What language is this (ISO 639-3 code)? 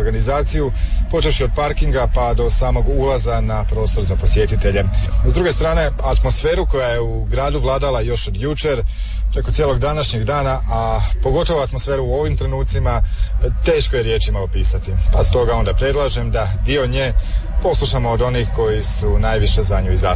hrv